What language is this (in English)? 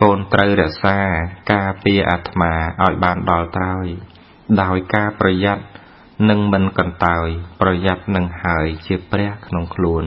Khmer